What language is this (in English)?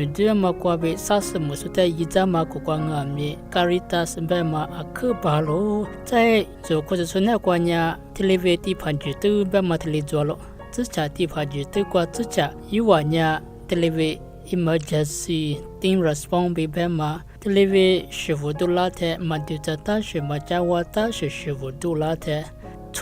Lisu